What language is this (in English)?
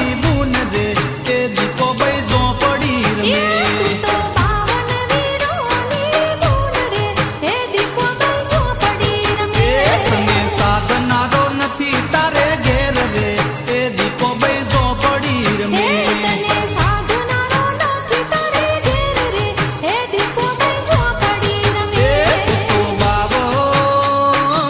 Gujarati